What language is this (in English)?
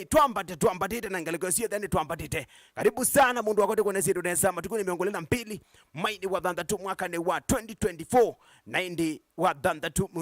Kamba